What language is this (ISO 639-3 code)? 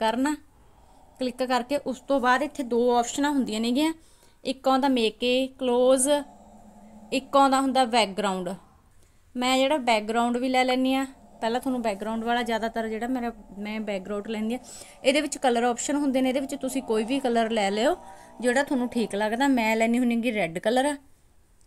pan